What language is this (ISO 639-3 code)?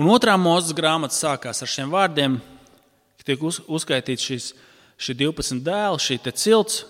lav